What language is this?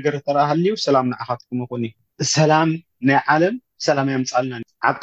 Tigrinya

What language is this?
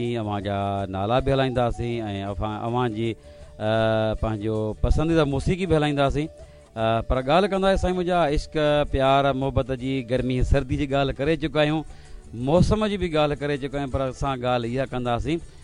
Sindhi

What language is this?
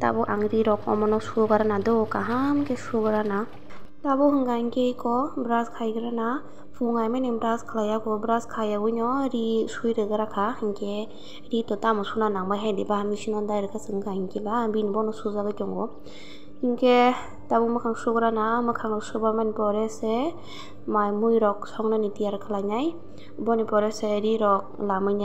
Kok Borok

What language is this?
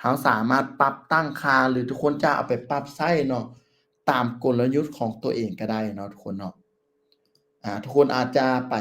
Lao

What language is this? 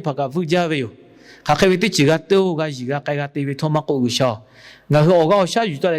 Lahu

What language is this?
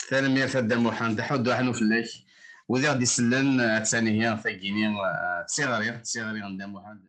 Kabyle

